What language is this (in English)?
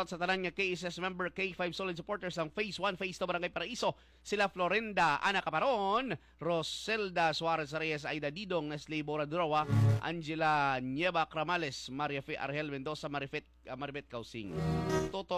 Hiligaynon